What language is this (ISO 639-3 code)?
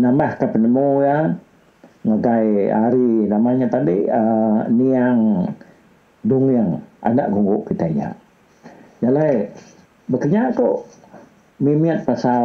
iba